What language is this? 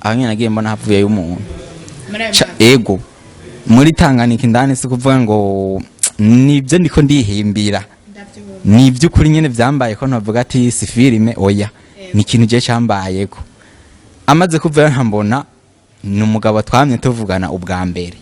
Rundi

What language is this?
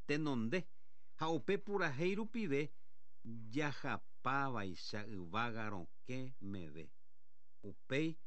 Guarani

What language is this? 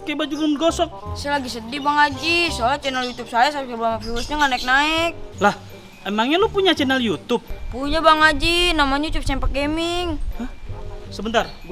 Betawi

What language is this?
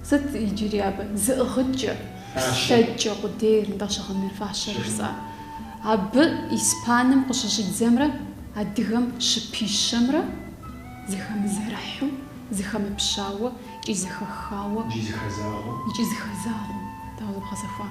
Kabardian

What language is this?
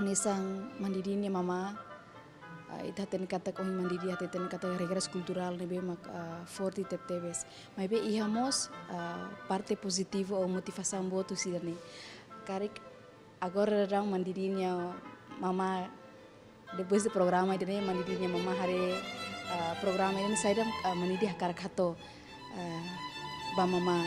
Tetum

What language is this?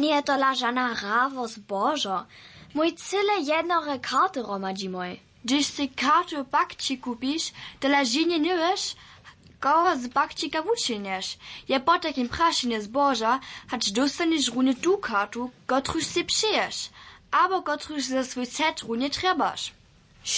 Upper Sorbian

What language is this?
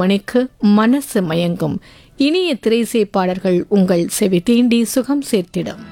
Tamil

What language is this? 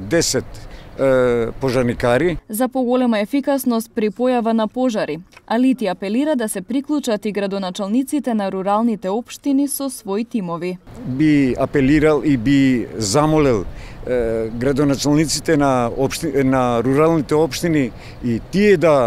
Macedonian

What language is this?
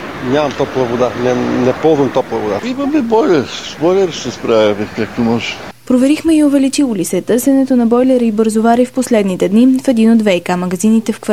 Bulgarian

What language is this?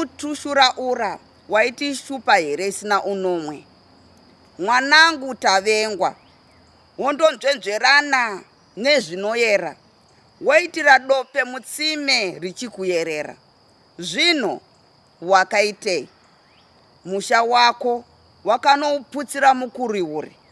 Shona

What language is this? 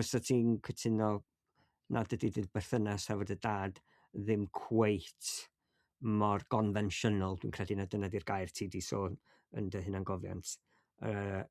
Welsh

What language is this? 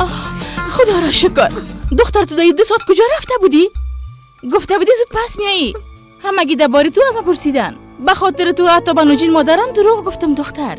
Persian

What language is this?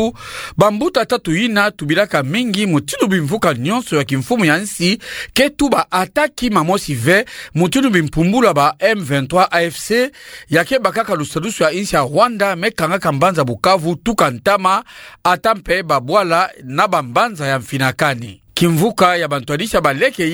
Kituba (Democratic Republic of Congo)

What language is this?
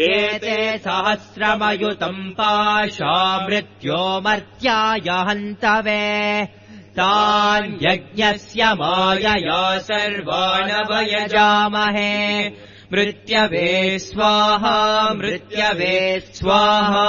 Sanskrit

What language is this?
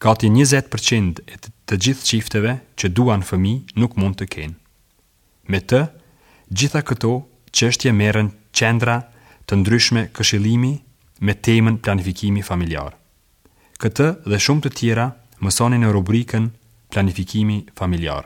Albanian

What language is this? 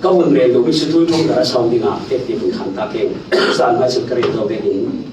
Falam Chin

